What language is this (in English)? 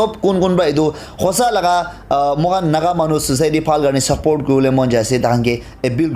Naga Pidgin